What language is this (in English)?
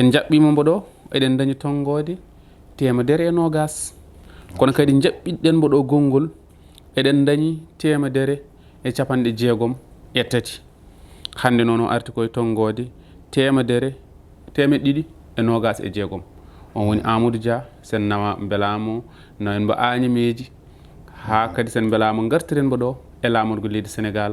Fula